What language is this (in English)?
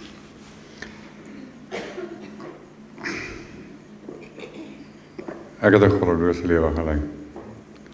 Afrikaans